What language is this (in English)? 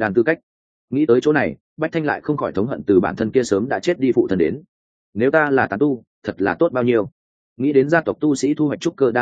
Vietnamese